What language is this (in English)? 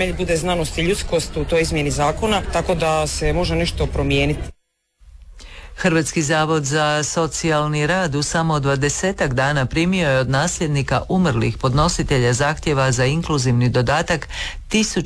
Croatian